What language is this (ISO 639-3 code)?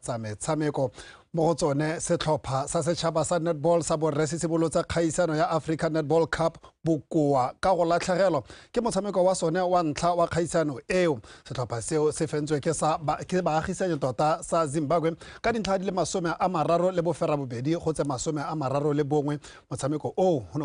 tsn